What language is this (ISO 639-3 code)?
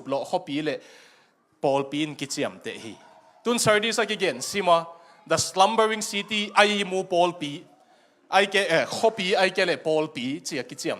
ctd